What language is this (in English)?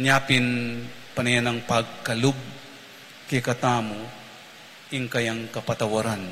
Pampanga